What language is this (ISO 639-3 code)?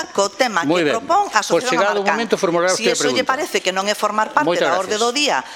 glg